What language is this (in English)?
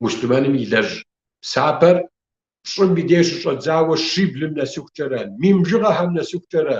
Kabardian